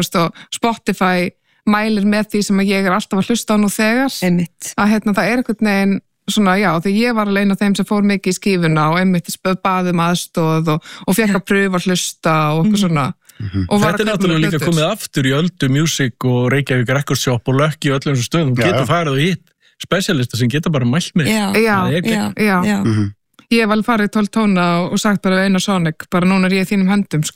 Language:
Icelandic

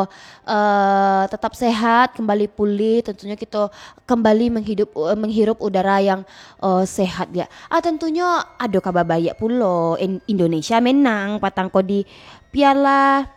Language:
Minangkabau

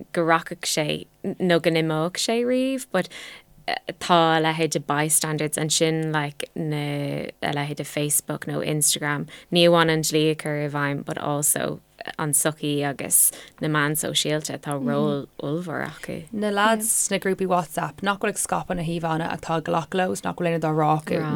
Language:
Irish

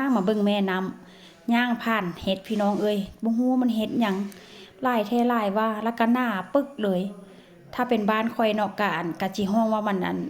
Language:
Northeastern Thai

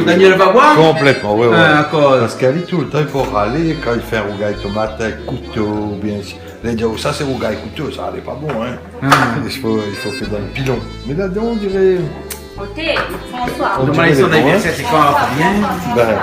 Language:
Réunion Creole French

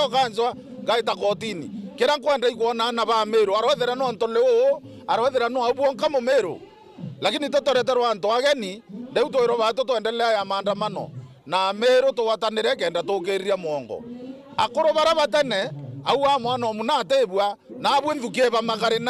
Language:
Meru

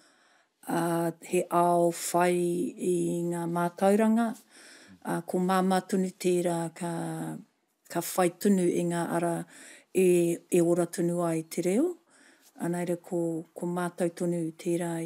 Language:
Māori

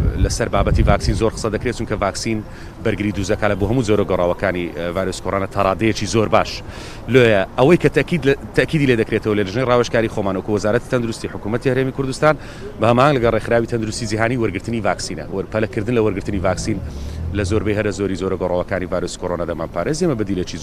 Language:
Central Kurdish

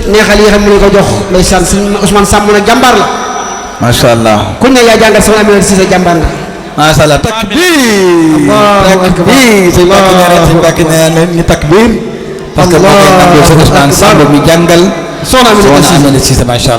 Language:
Wolof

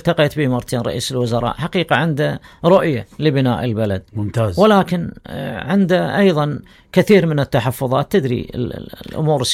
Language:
Mesopotamian Arabic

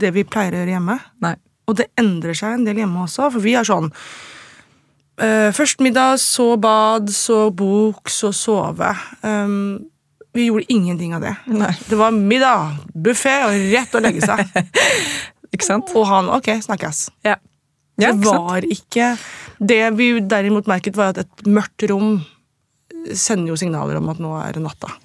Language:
Norwegian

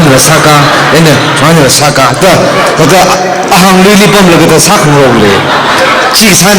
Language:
Tangkhul Naga (India)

